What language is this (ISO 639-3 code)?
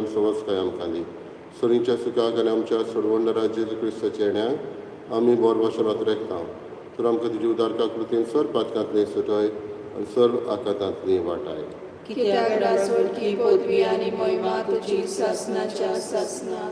kok